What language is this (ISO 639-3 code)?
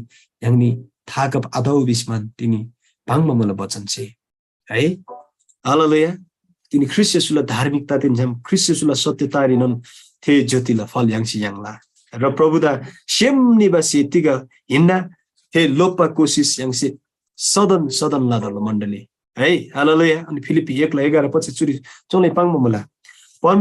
taj